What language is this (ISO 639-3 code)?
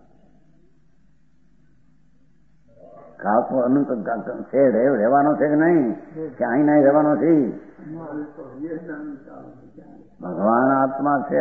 guj